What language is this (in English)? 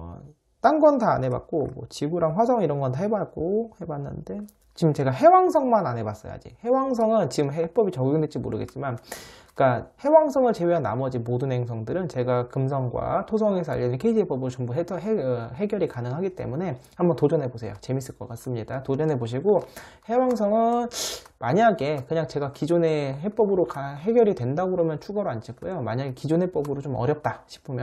Korean